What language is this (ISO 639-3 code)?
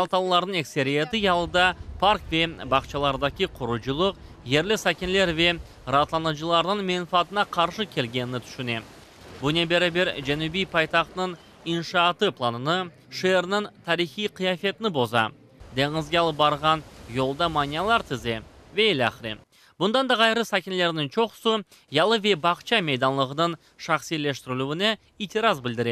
crh